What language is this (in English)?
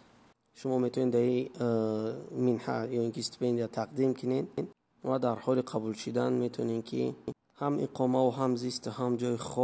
Tajik